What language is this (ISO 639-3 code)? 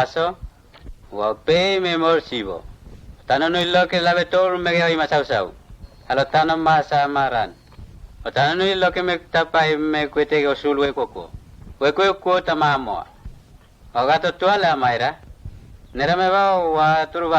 mtt